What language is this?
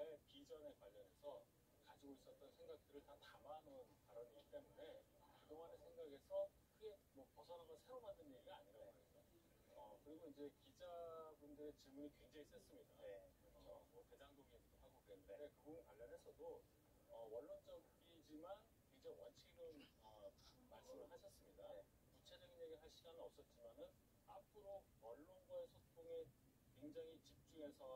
Korean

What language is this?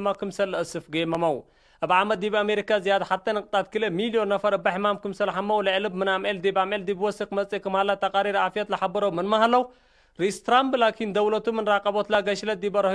Tigre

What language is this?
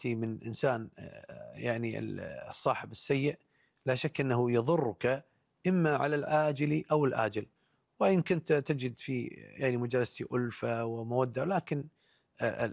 Gulf Arabic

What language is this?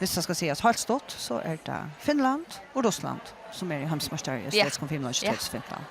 Faroese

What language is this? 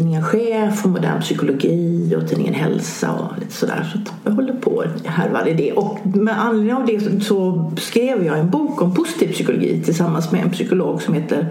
Swedish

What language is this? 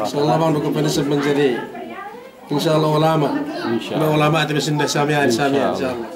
Yakan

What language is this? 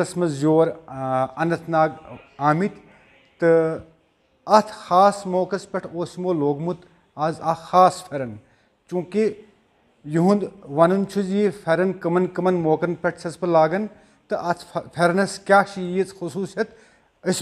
Kashmiri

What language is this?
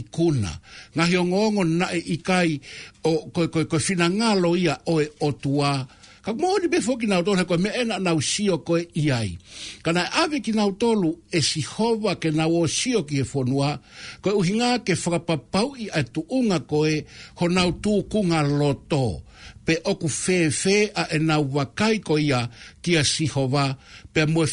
Tongan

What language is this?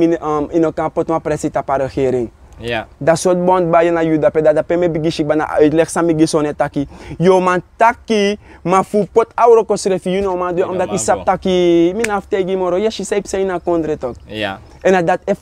Sranan Tongo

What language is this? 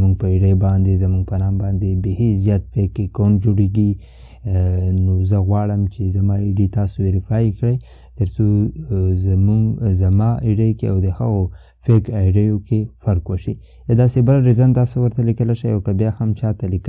Pashto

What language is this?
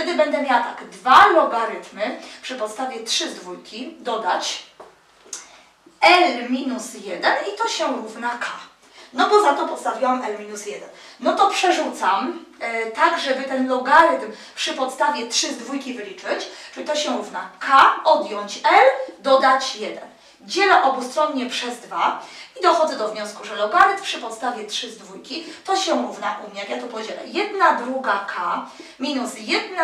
Polish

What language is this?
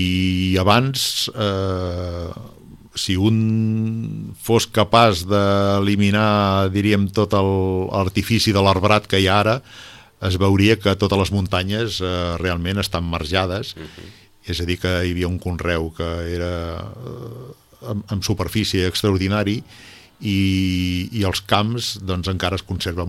Catalan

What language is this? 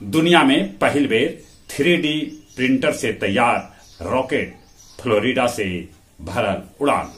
Magahi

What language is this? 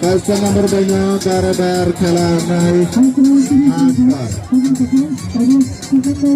Kok Borok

